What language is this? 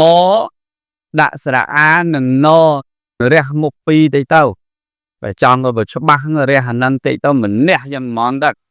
Khmer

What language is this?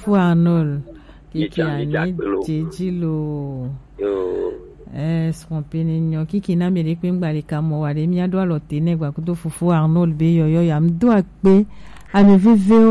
Gen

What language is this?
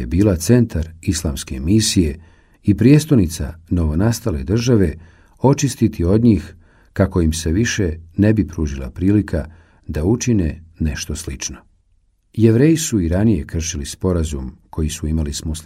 Bosnian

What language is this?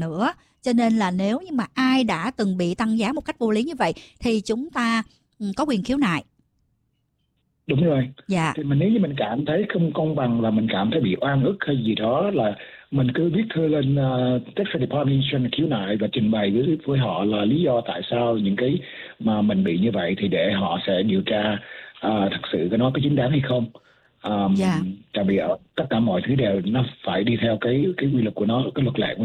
Vietnamese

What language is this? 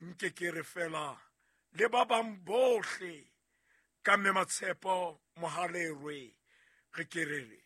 Southern Sotho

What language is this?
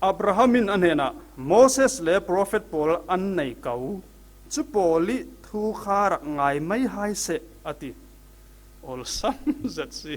Falam Chin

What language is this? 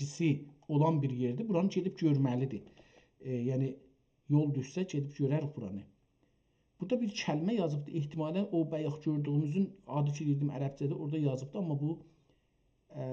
South Azerbaijani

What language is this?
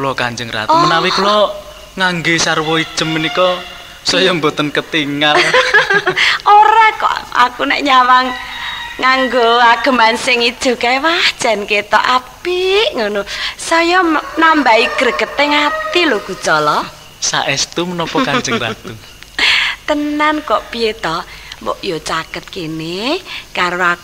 Javanese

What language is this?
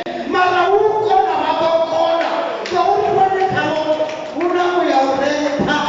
Venda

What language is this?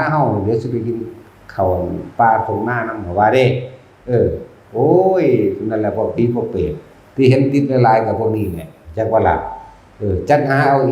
Northeastern Thai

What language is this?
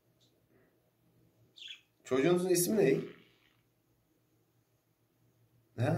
Turkish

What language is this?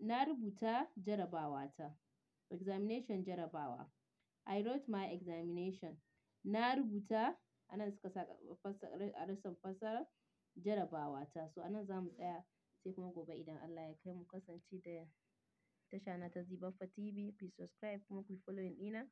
Hausa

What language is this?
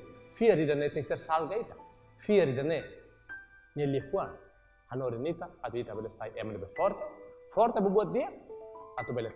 Tetum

